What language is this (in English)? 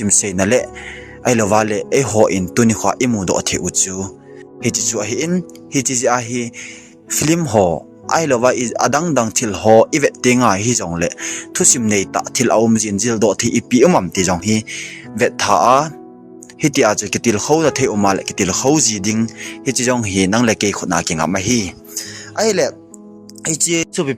Thado Chin